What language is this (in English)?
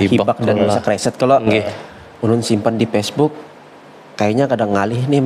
Banjar